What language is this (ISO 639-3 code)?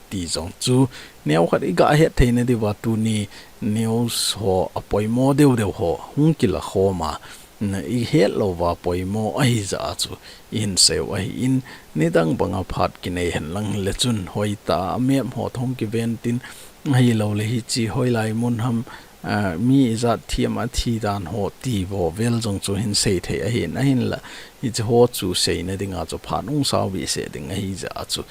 tcz